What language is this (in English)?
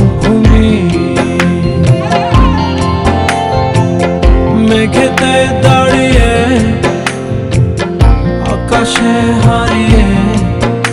Bangla